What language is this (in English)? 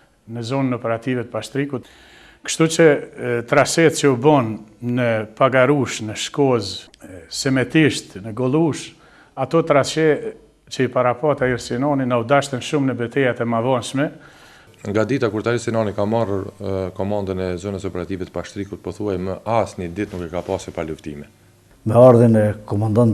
Albanian